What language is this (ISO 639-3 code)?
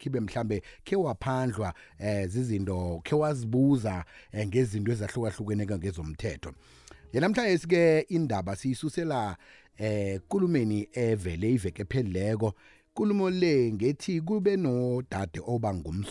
nbl